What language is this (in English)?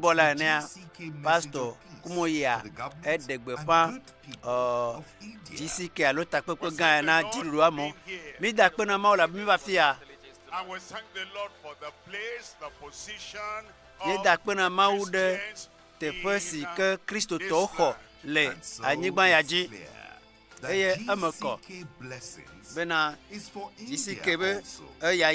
Ewe